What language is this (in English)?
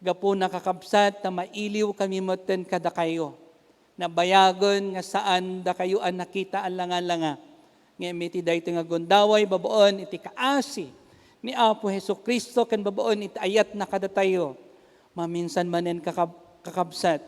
Iloko